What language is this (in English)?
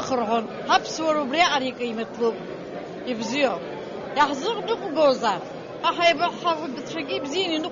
Abkhazian